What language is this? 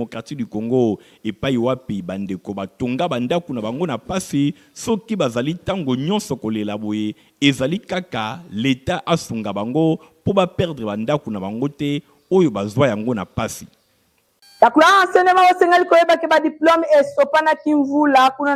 Lingala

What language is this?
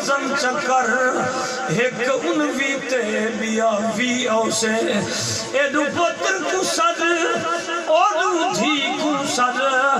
Saraiki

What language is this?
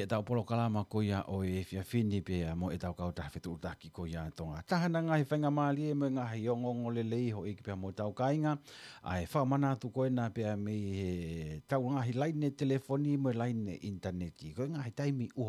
Tongan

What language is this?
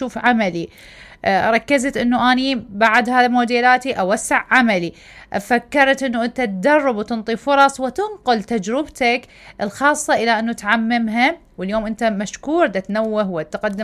Mesopotamian Arabic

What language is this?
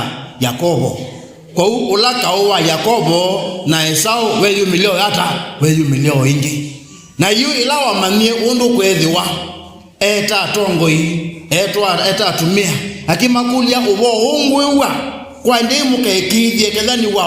Kamba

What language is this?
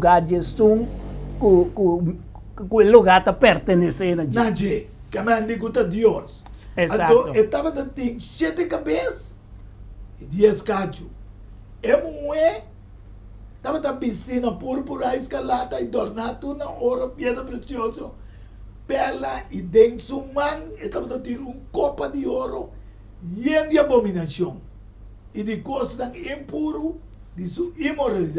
Papiamento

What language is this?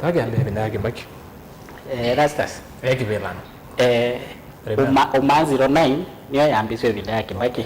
Kamba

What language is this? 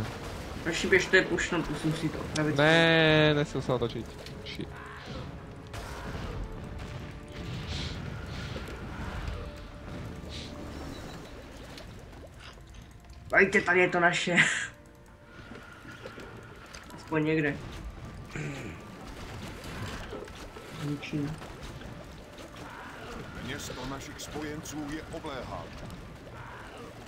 Czech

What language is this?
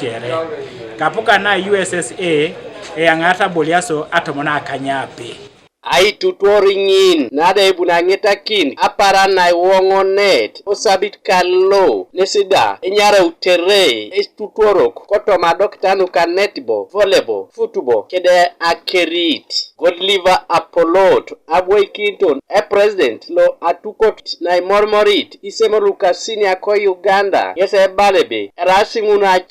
Teso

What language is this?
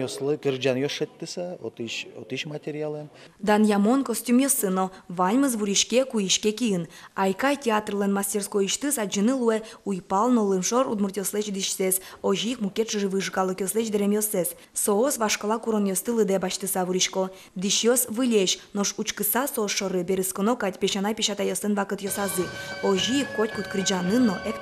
Udmurt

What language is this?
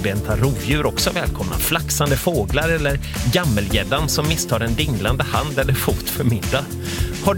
Swedish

